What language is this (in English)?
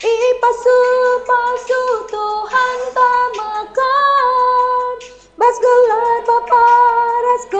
Batak Karo